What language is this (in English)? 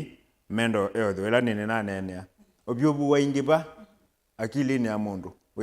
Kamba